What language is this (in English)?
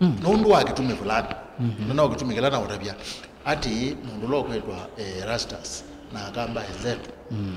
Kamba